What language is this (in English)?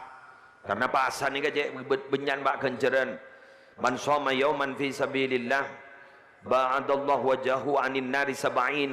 Madurese